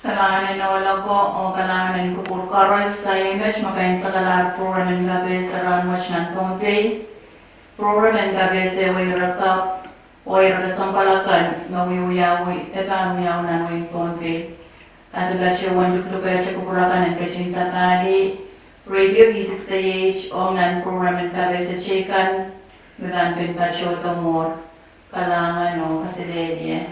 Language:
Pohnpeian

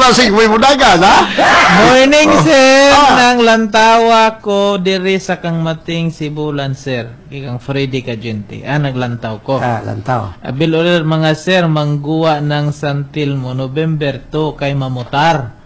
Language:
Cebuano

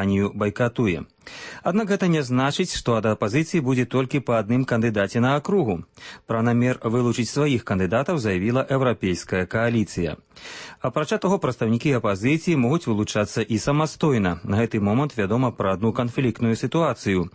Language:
Belarusian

